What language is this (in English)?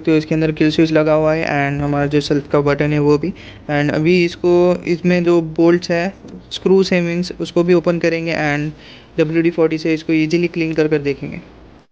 Hindi